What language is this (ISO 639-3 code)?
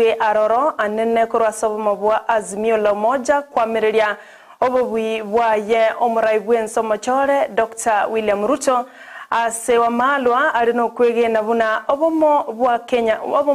guz